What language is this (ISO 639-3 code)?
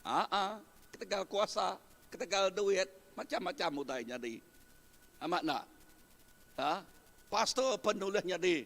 iba